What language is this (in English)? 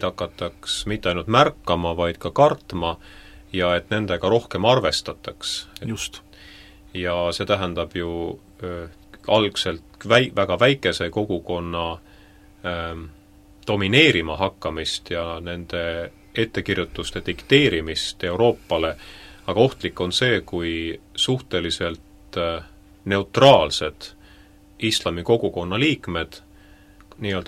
Estonian